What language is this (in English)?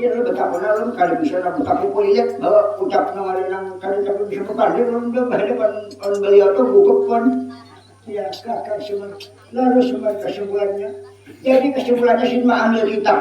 Banjar